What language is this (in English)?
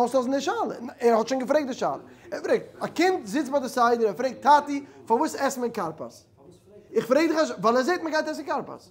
Yiddish